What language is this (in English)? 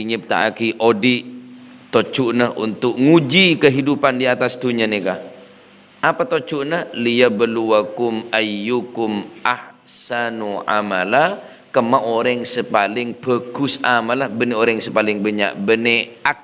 Madurese